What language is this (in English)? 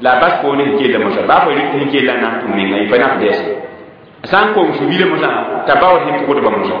Mossi